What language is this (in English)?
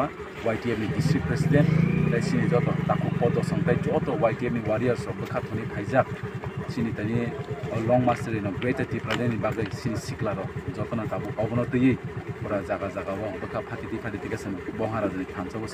Kok Borok